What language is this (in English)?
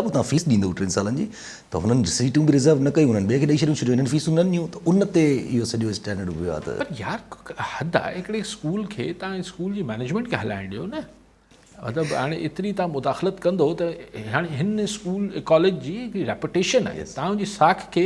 Sindhi